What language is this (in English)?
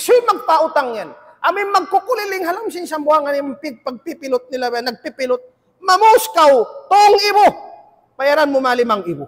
Tausug